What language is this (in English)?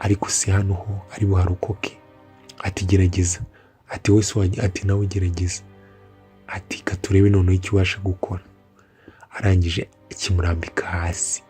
Kinyarwanda